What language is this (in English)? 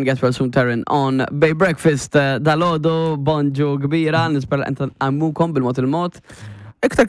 Maltese